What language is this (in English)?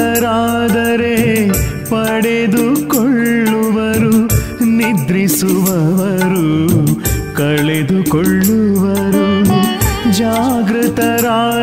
Kannada